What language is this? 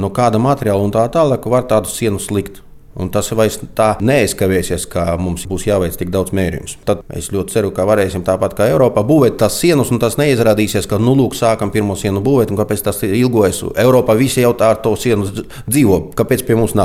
Latvian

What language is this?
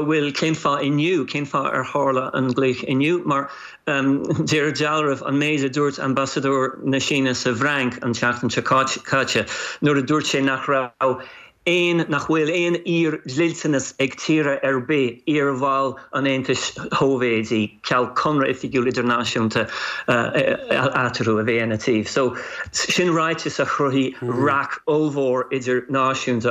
Irish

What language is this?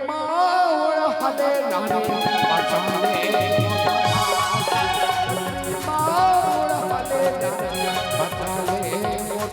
Chhattisgarhi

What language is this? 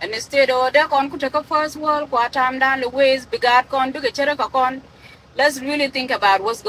Nuer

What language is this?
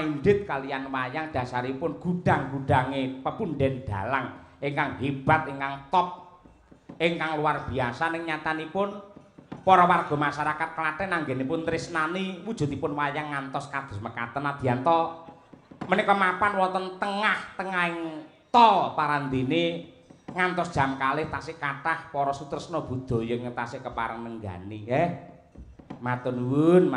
Javanese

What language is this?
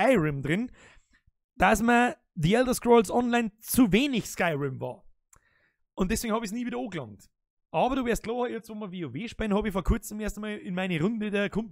Bavarian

